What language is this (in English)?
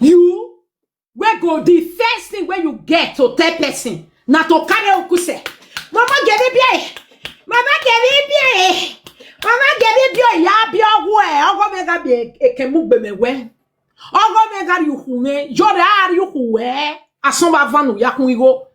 Nigerian Pidgin